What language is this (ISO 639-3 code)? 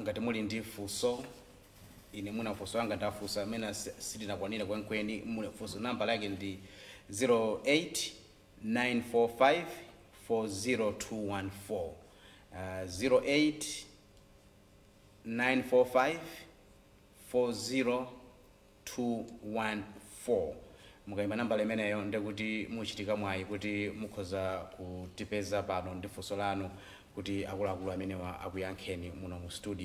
nya